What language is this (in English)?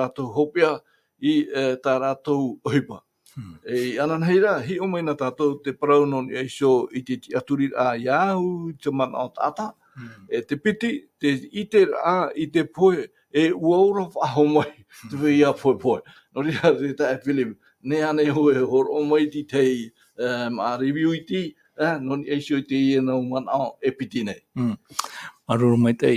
Tahitian